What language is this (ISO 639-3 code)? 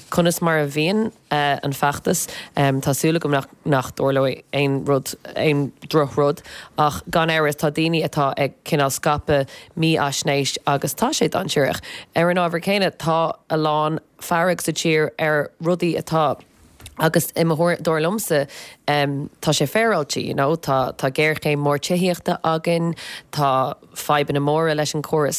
gle